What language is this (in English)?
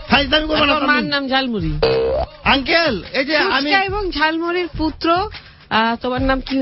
Bangla